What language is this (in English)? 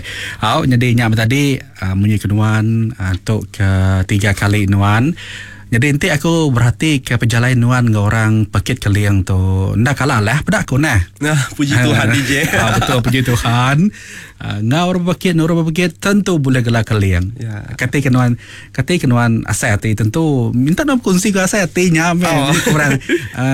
Iban